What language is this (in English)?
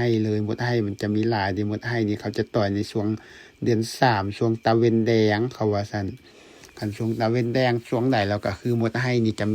Lao